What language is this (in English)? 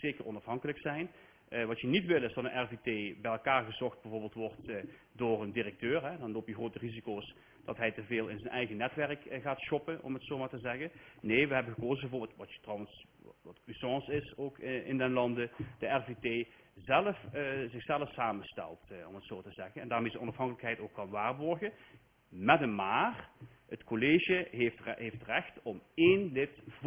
Dutch